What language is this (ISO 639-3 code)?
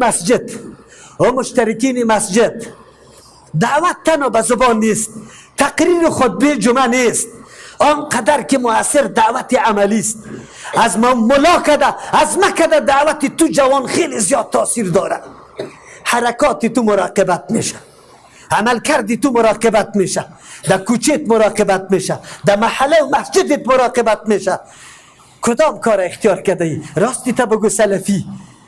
fas